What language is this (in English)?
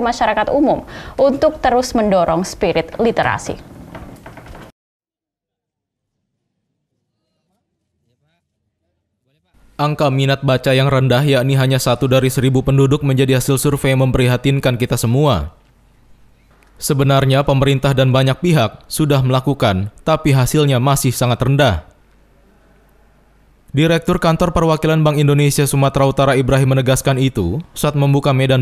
Indonesian